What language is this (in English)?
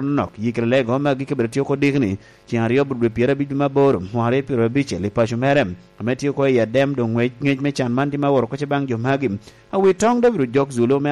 Lango (Uganda)